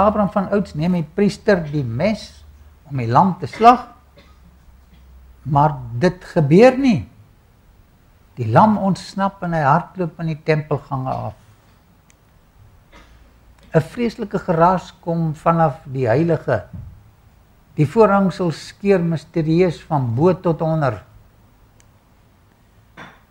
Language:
Afrikaans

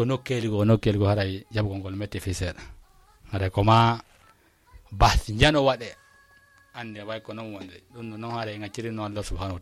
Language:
Fula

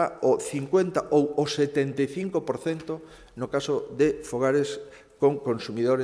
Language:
Galician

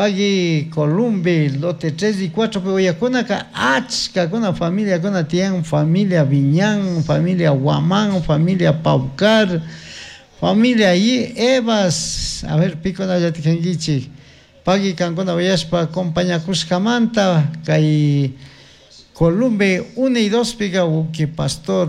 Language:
Chimborazo Highland Quichua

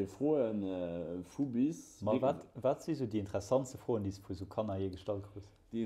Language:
Luxembourgish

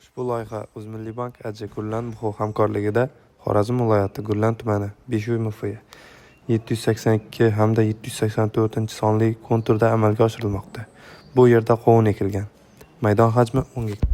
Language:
Uzbek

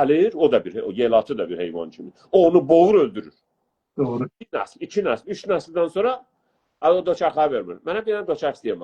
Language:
South Azerbaijani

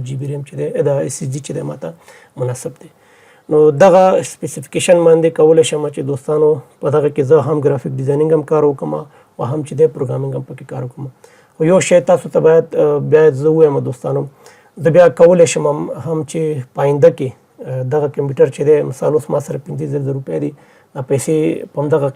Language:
Pashto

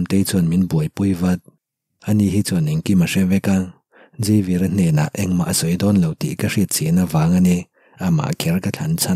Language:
Mizo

